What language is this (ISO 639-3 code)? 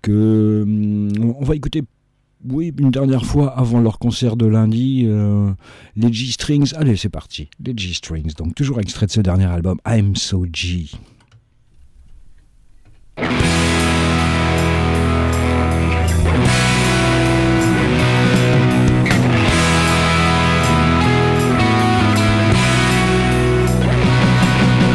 fra